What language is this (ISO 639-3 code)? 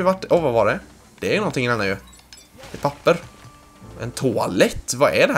swe